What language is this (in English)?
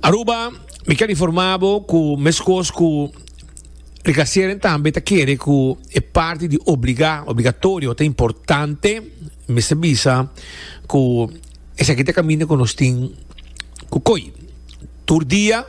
Papiamento